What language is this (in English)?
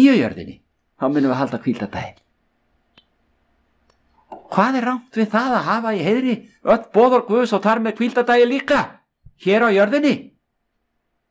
Icelandic